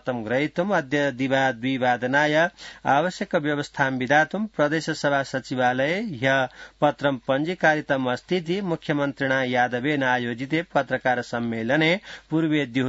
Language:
Sanskrit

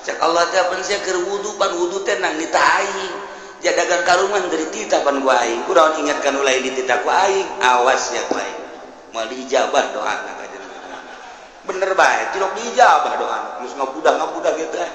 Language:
Sundanese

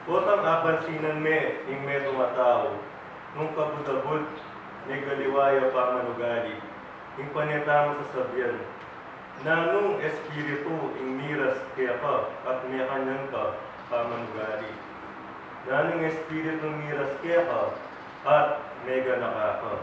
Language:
Pampanga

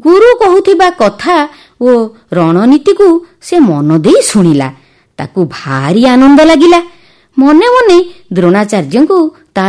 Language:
Odia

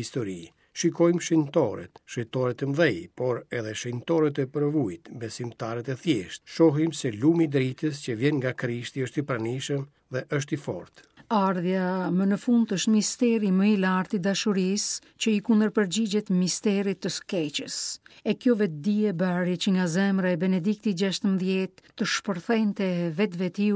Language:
Albanian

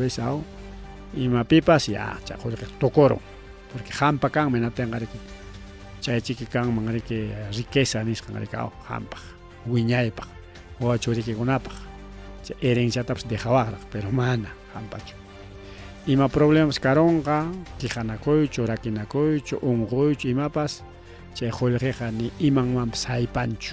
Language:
Ayacucho Quechua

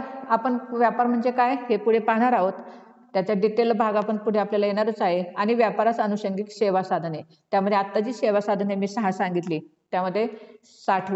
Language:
Marathi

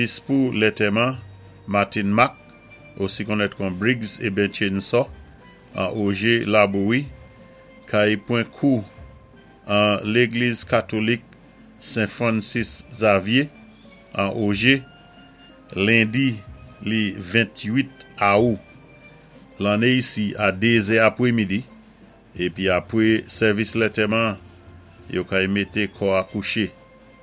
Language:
Saint Lucian Creole French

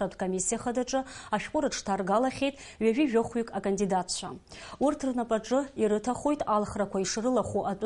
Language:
Abkhazian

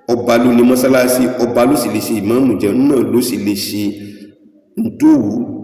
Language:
Yoruba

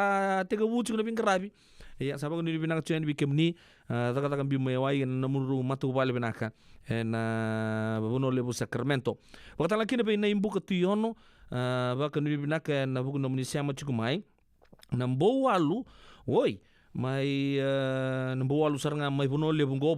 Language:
Fijian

